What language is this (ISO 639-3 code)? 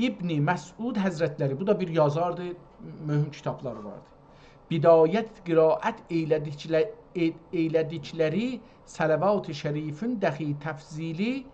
azb